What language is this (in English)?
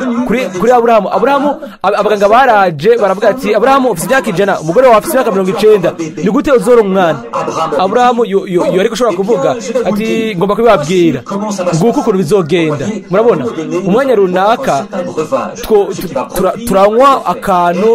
Rundi